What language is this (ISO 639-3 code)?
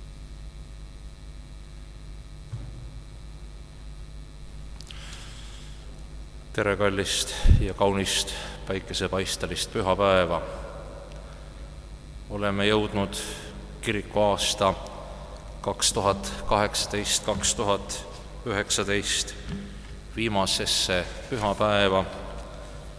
est